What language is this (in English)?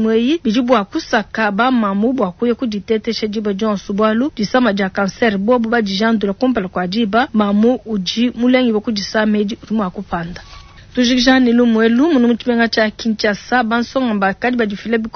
Luba-Lulua